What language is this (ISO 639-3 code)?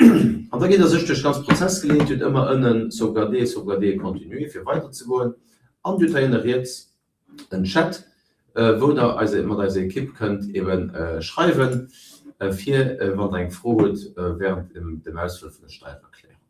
ltz